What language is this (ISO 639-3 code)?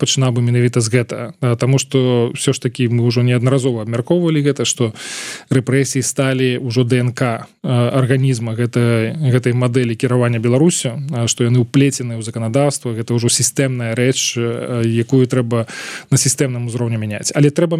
bel